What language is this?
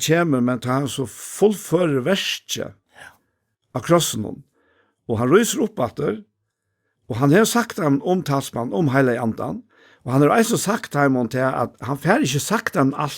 Faroese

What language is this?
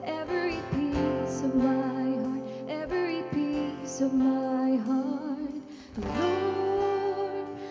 English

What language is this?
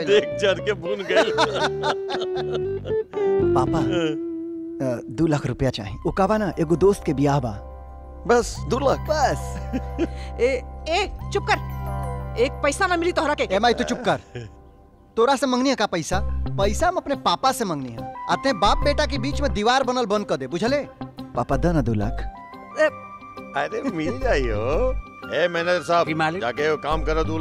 Bhojpuri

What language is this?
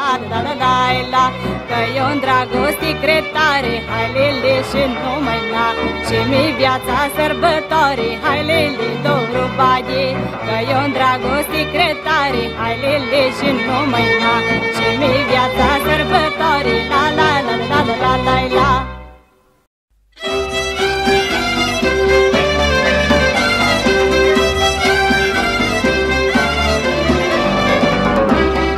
Romanian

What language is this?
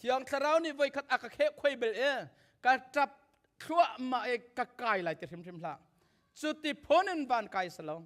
Hakha Chin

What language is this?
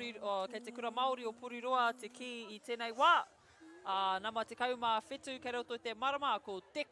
Māori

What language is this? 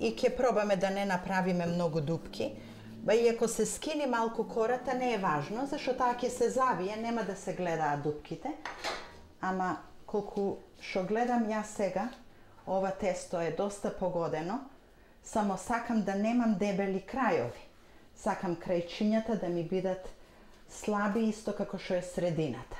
Macedonian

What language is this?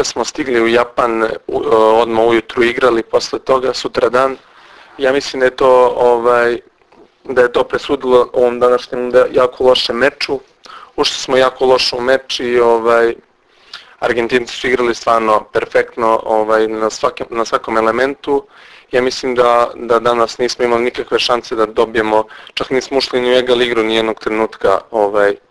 Serbian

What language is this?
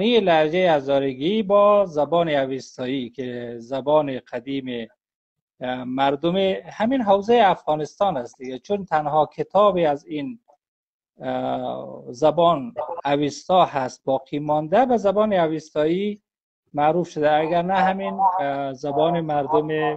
Persian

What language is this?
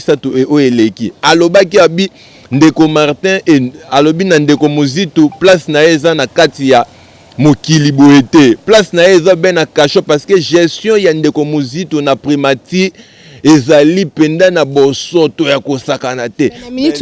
Lingala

